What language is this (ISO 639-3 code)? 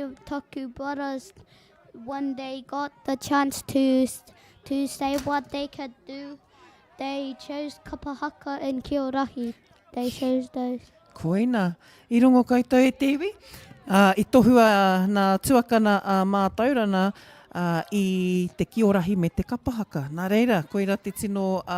mri